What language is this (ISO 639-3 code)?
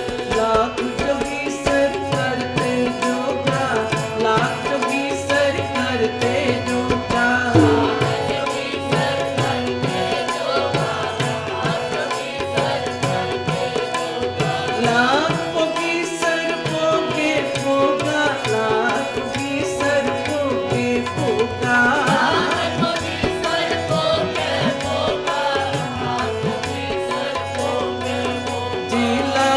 pan